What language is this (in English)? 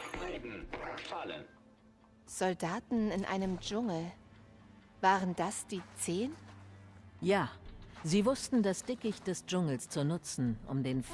Bavarian